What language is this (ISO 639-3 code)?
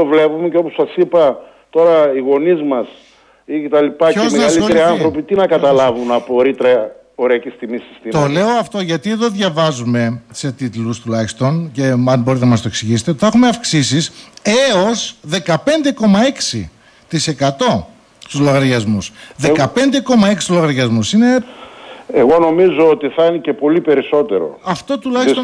ell